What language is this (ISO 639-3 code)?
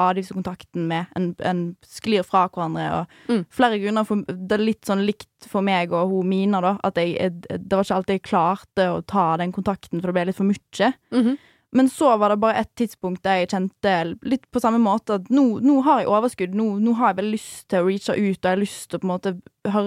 nor